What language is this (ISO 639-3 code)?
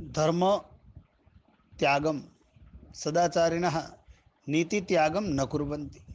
san